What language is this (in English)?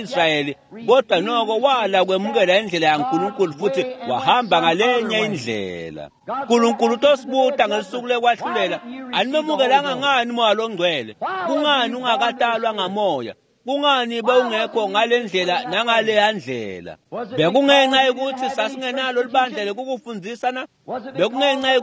Swati